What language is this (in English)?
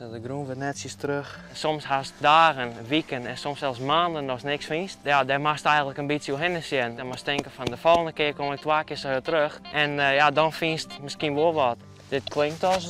Western Frisian